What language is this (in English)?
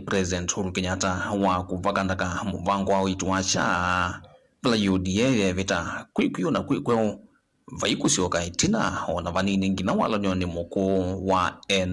Kamba